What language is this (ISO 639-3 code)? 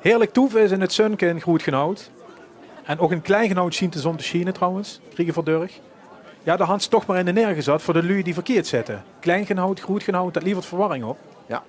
lim